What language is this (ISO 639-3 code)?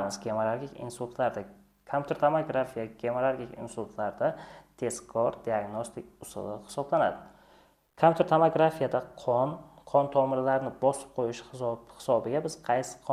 uzb